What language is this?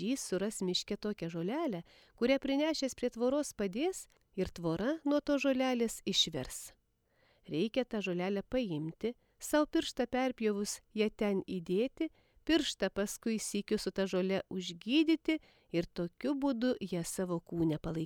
Lithuanian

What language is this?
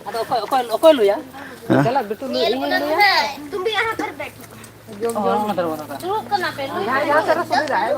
Santali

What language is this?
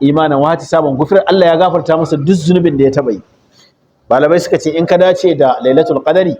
Hausa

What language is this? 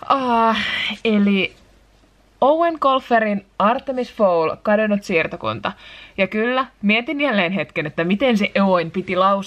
Finnish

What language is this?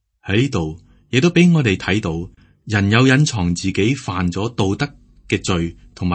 Cantonese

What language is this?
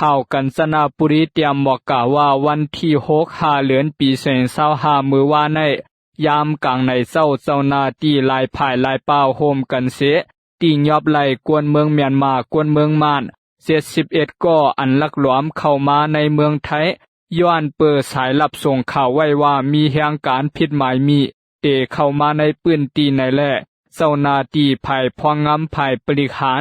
Lao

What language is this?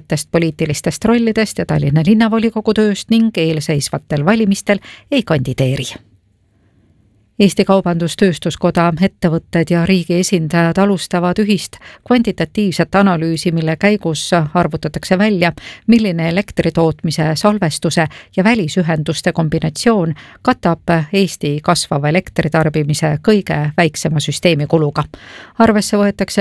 Estonian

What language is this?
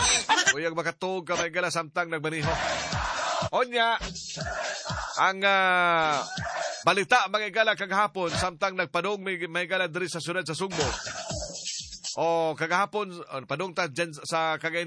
Cebuano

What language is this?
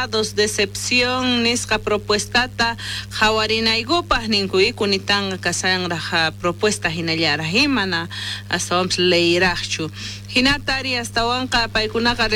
South Bolivian Quechua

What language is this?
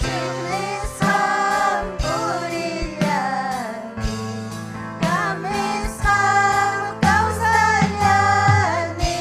Ayacucho Quechua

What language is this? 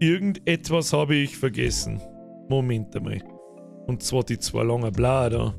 Bavarian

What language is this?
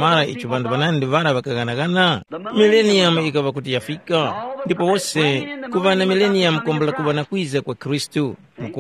Tumbuka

